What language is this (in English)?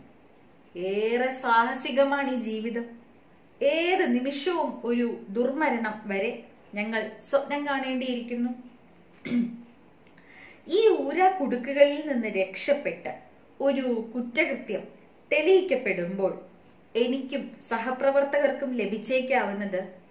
Malayalam